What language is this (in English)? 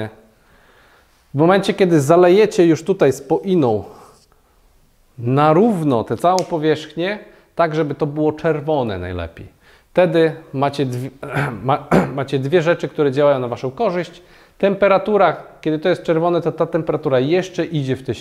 Polish